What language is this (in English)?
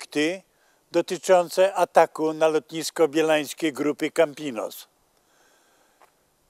Polish